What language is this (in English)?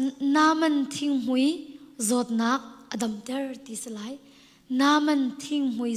Hakha Chin